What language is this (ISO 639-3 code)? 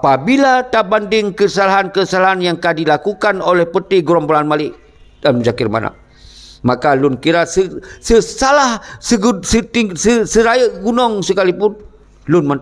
ace